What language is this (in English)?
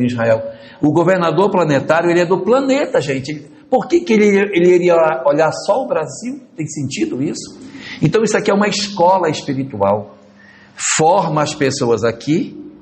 Portuguese